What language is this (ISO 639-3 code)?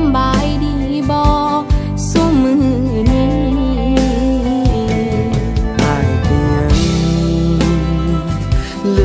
tha